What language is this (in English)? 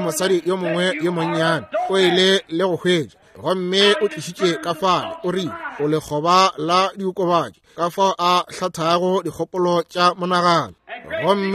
Northern Sotho